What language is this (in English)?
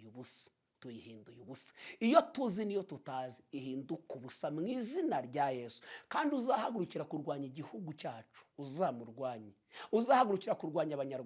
Kinyarwanda